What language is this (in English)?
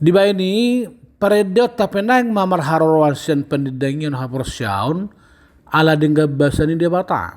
Batak Toba